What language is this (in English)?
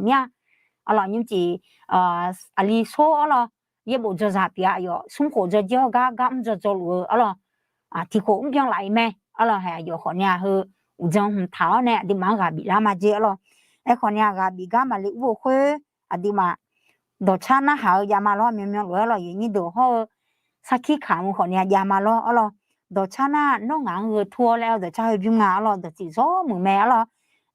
Akha